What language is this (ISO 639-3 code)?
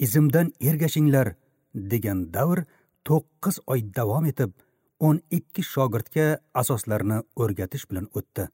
uzb